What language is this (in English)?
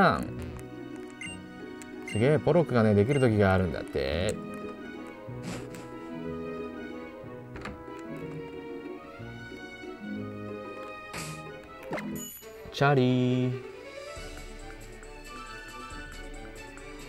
Japanese